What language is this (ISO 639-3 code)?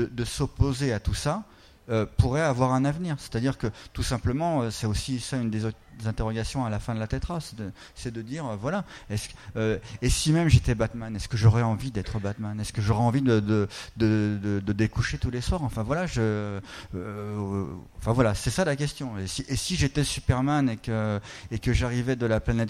fra